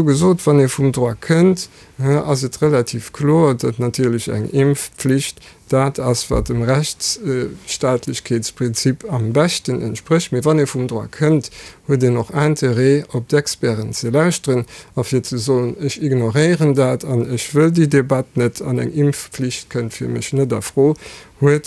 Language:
Luxembourgish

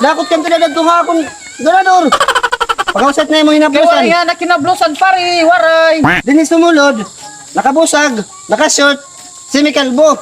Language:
Waray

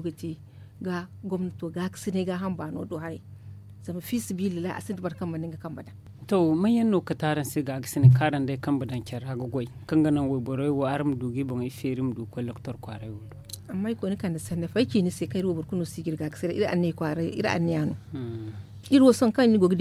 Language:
Zarma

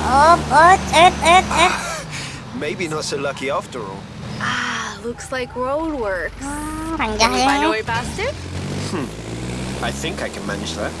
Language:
Banjar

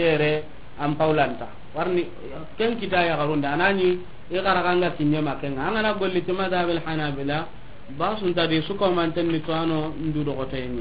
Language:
Soninke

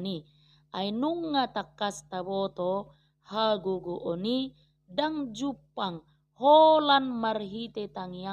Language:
Batak Toba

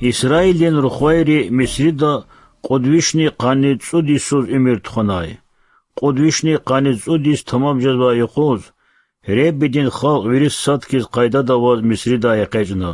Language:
Lezghian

